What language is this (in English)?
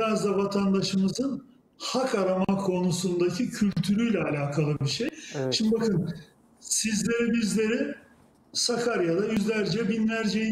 Turkish